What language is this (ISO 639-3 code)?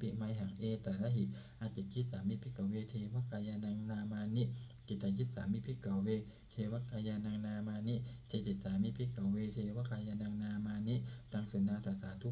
pli